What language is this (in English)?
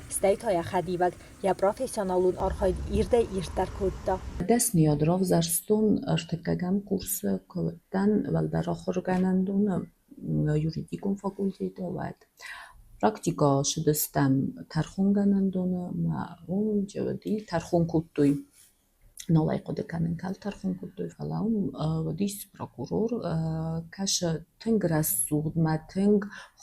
Ossetic